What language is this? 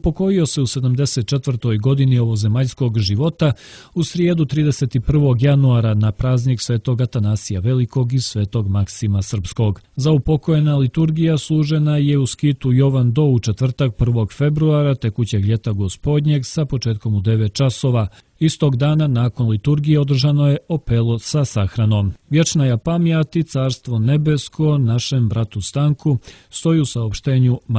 Serbian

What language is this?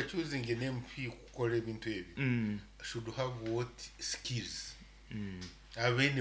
Nyoro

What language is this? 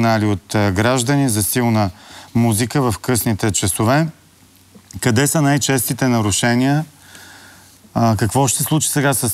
Bulgarian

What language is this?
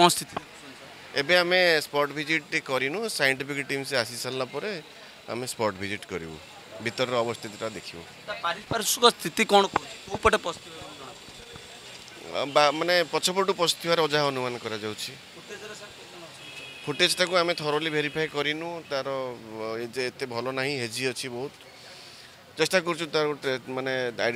Odia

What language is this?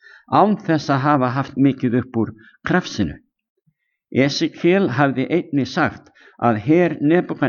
Icelandic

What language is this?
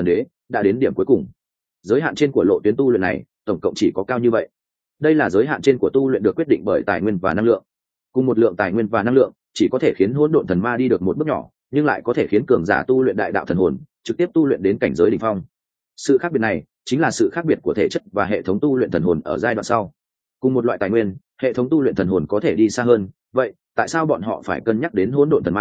Vietnamese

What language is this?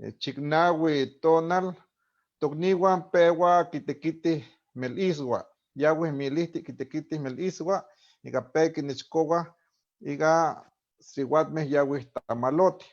Eastern Huasteca Nahuatl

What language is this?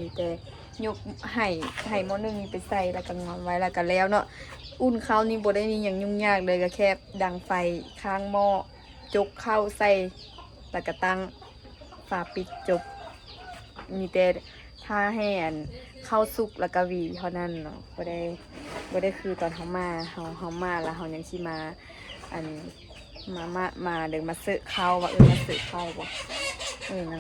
Lao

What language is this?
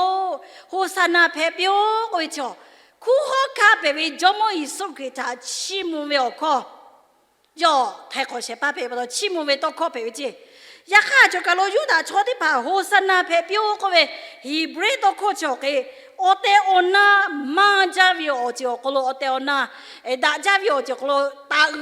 Lahu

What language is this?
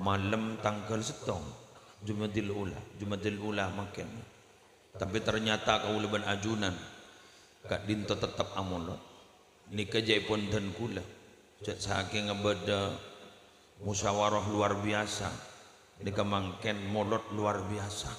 Madurese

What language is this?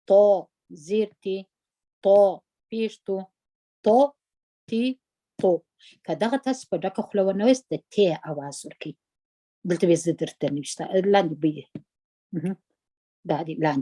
Pashto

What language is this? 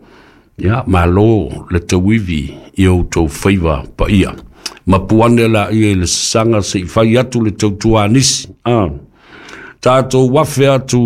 Samoan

